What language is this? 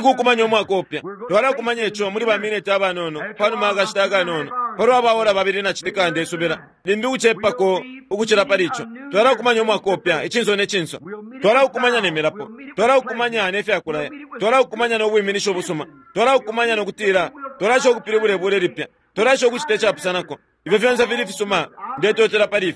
Bemba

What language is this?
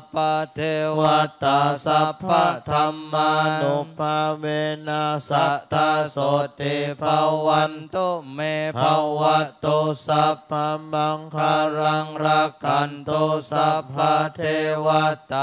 Pali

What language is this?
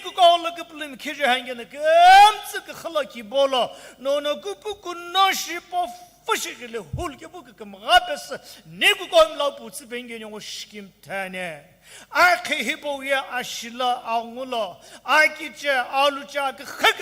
Sumi Naga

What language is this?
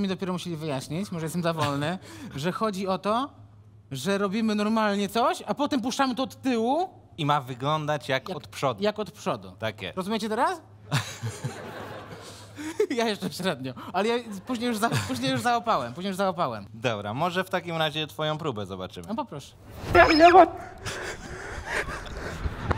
Polish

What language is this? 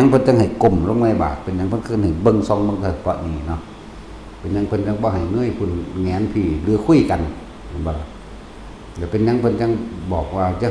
Northeastern Thai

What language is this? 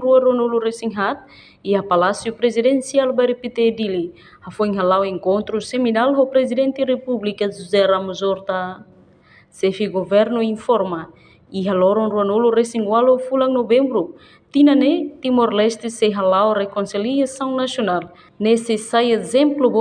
Tetum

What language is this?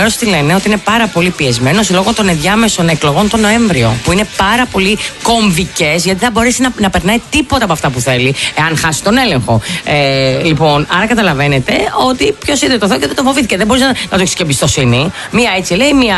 Greek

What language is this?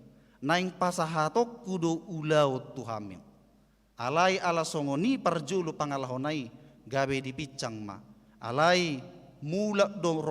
Batak Toba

